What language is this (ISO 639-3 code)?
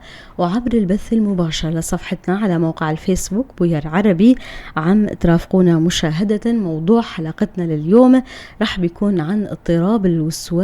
apc